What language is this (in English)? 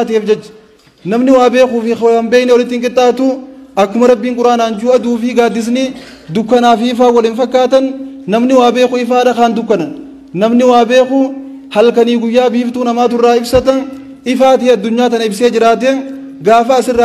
Oromo